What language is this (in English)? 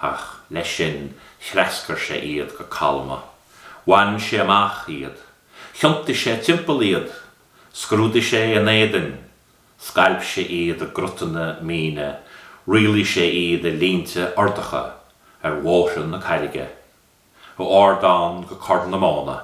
Irish